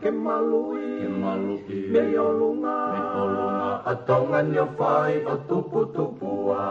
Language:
Tongan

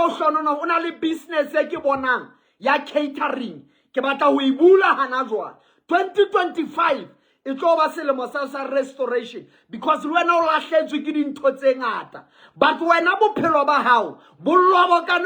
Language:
Southern Sotho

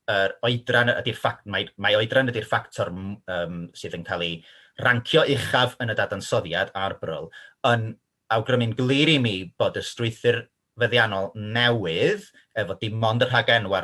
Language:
Welsh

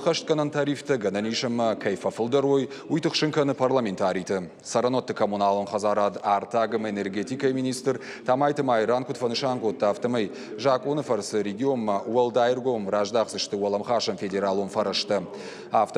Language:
Ossetic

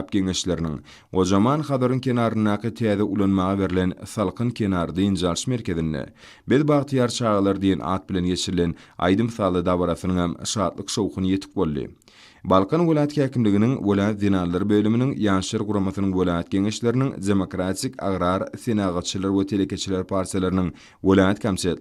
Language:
Turkmen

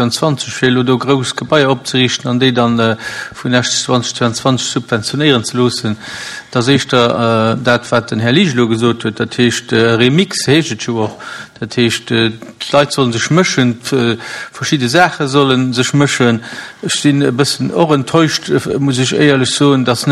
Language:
Luxembourgish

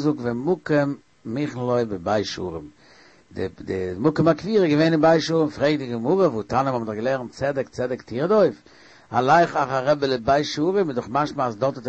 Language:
Yiddish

